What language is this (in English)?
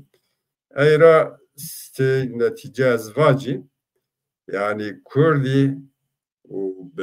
Zaza